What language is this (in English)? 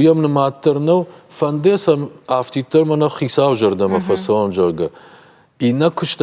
Ossetic